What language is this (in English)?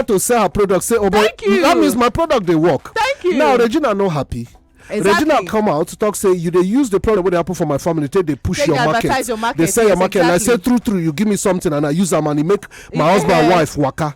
Nigerian Pidgin